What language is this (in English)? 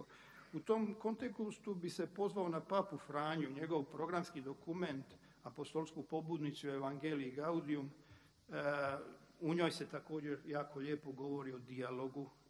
Croatian